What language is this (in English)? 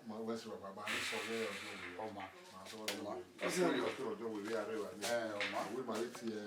Bini